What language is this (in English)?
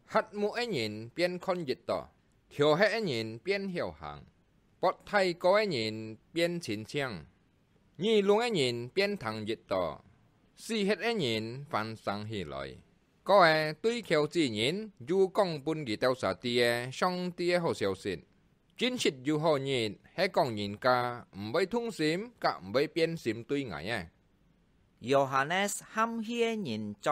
Hakka Chinese